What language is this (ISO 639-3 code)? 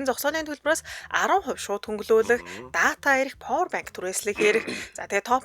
mon